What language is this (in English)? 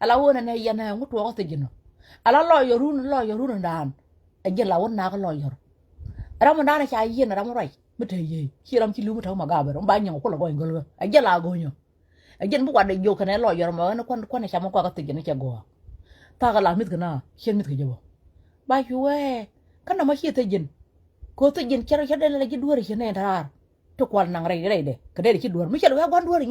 Nuer